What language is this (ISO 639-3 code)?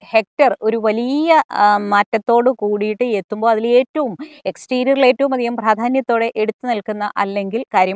mal